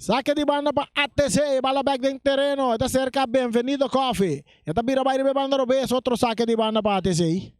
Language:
Papiamento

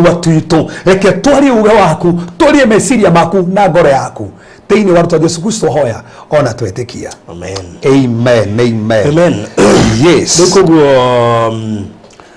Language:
Kikuyu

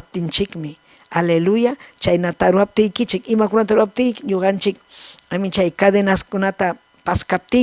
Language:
Ayacucho Quechua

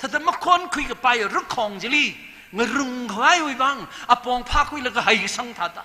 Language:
Tangkhul Naga (India)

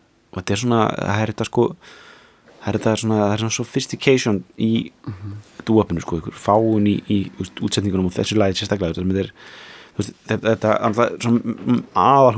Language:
Icelandic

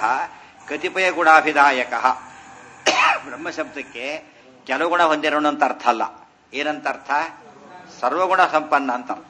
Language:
Kannada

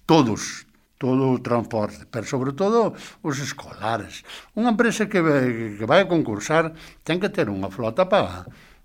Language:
Galician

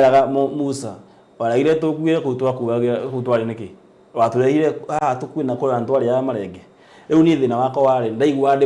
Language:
Kikuyu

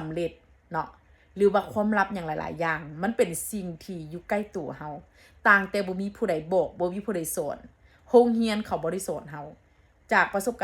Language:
Northeastern Thai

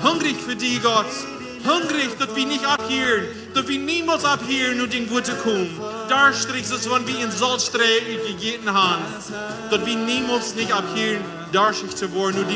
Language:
Plautdietsch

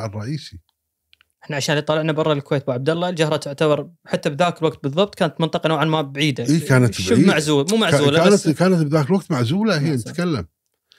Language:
Gulf Arabic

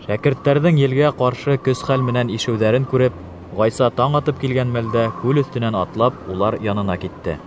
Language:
Bashkir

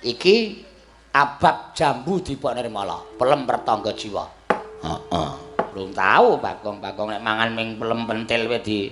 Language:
Javanese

